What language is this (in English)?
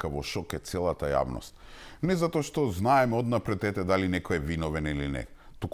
Macedonian